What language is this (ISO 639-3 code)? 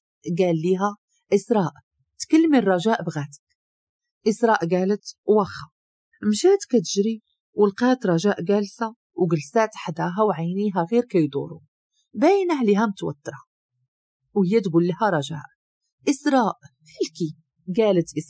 ary